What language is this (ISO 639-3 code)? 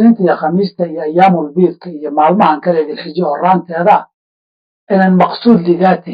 som